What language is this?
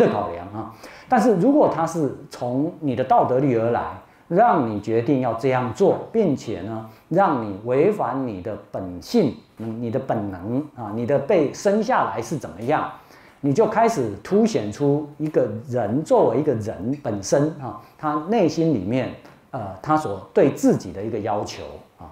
Chinese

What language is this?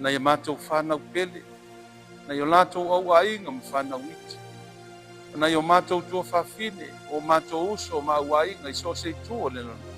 Samoan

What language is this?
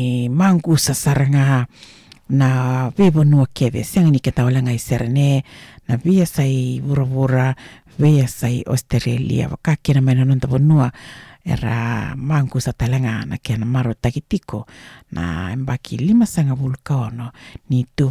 Fijian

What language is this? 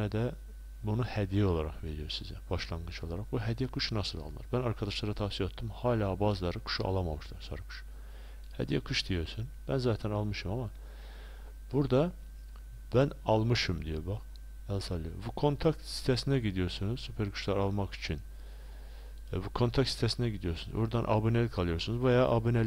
Turkish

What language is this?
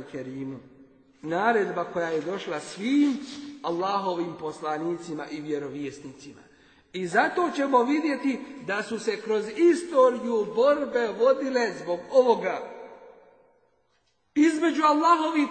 Bosnian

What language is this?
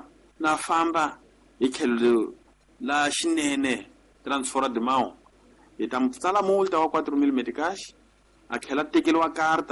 Tsonga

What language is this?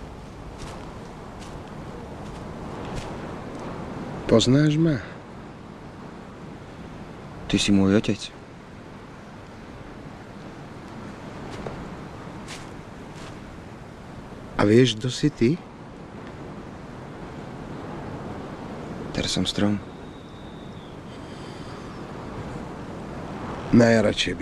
Slovak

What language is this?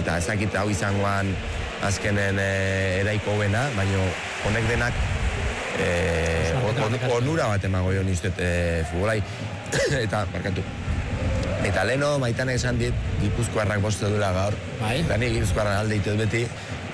Basque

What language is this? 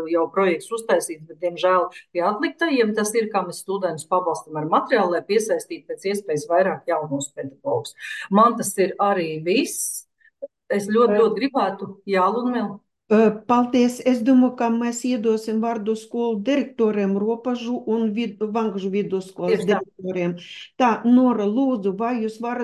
Latvian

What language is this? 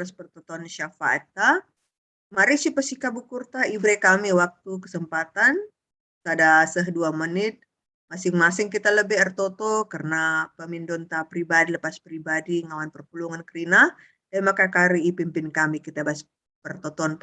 Batak Karo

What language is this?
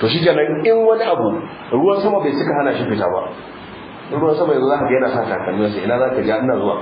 Hausa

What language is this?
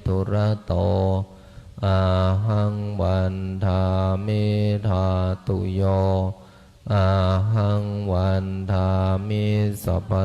Pali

